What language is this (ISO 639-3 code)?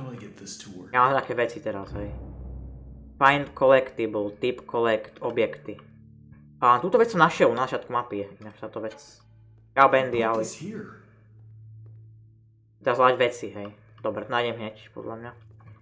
slk